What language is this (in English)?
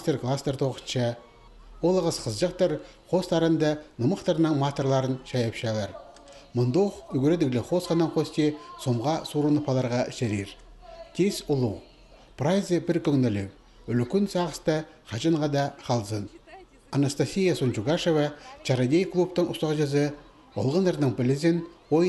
Khakas